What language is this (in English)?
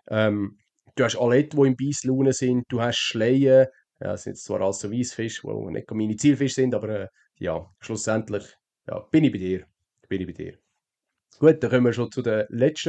Swiss German